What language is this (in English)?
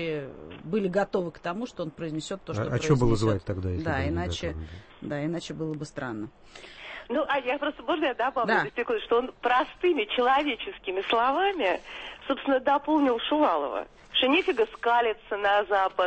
Russian